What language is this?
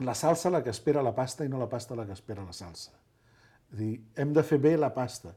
Catalan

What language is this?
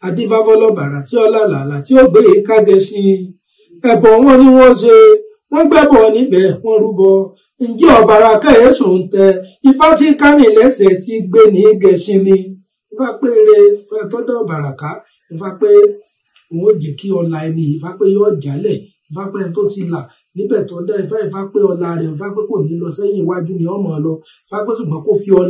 Yoruba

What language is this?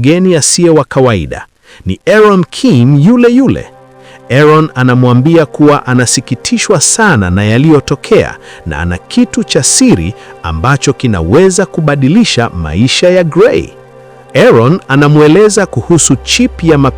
Swahili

